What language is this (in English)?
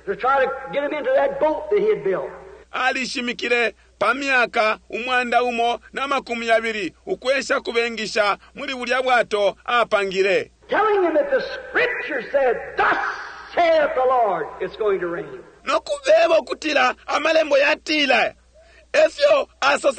Bemba